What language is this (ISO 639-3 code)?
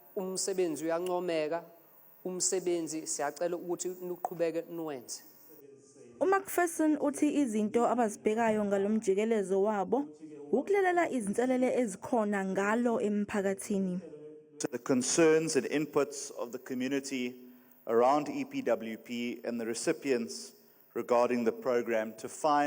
zul